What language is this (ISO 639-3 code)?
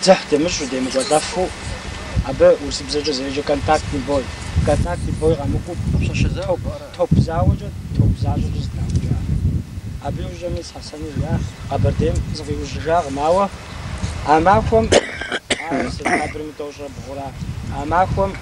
kbd